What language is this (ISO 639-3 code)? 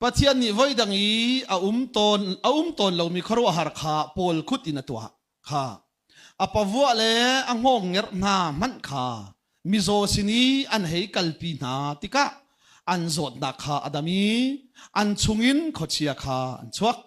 cnh